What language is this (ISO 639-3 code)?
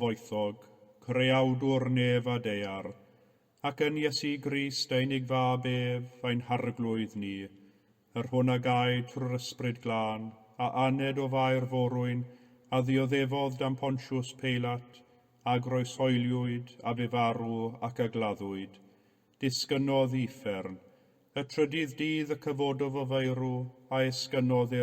cym